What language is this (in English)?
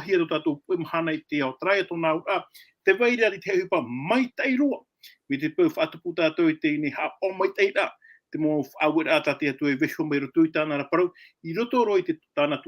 Tahitian